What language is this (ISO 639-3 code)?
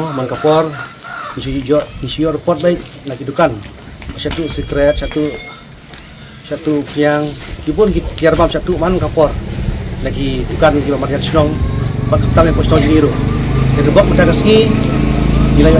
kha